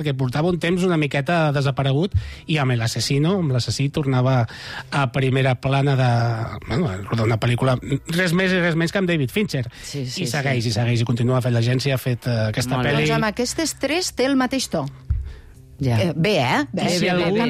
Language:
Catalan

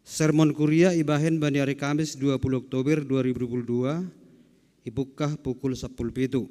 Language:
Batak Simalungun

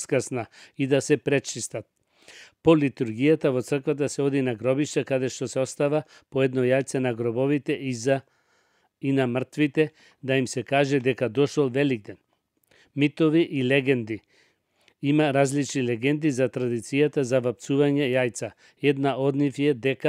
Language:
Macedonian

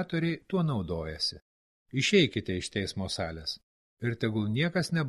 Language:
Lithuanian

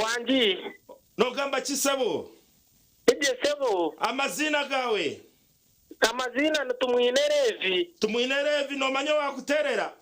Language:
Nyankole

